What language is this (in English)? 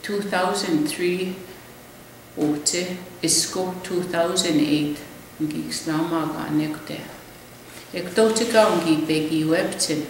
Plains Cree